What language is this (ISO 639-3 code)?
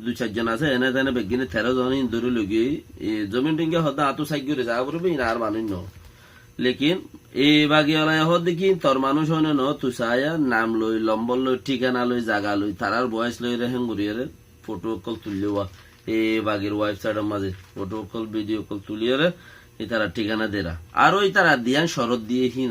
rhg